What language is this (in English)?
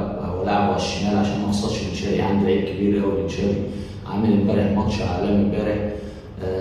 Egyptian Arabic